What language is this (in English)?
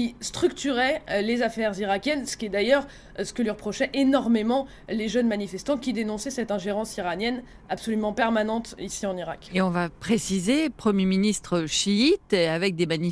French